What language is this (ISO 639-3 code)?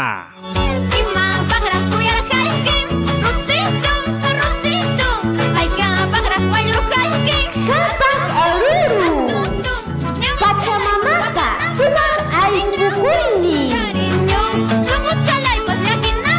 quy